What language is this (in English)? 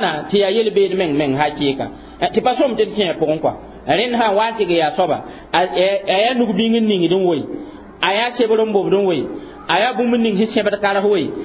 Mossi